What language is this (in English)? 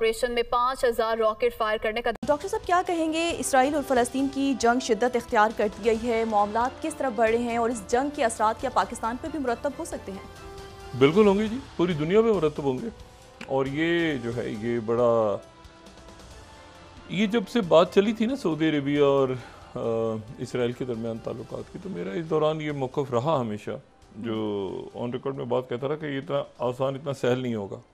Urdu